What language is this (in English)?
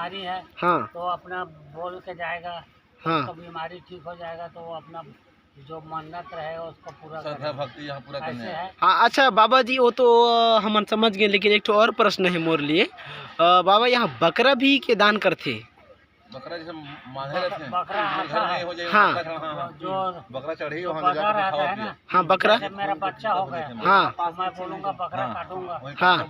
Chhattisgarhi